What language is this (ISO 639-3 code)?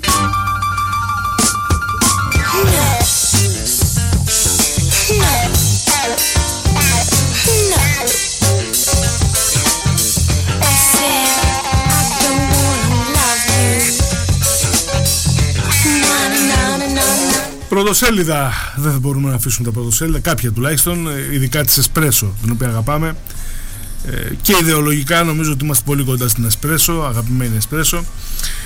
ell